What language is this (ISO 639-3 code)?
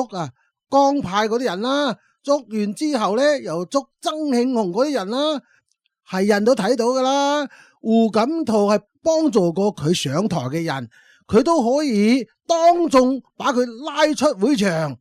yue